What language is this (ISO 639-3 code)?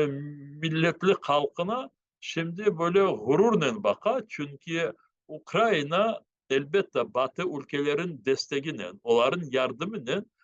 crh